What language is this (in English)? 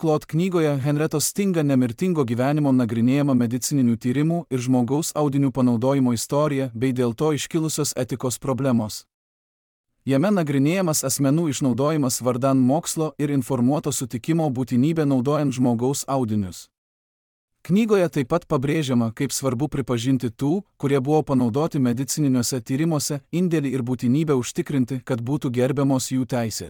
Lithuanian